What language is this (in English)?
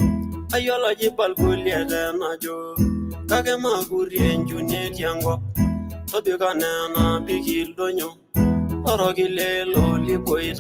Masai